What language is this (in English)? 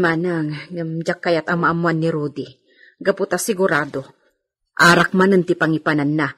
Iloko